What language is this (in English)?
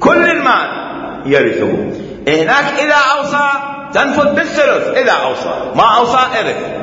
Mesopotamian Arabic